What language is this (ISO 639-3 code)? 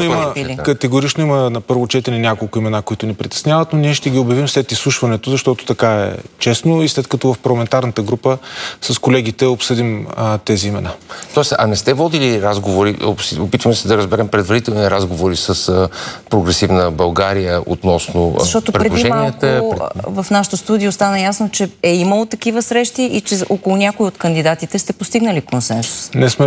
bul